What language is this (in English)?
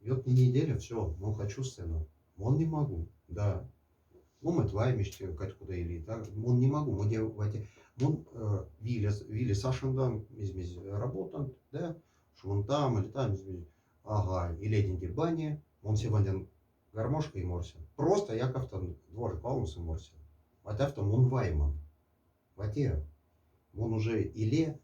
Moksha